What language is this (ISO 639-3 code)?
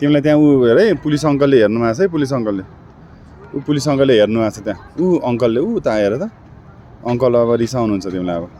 nep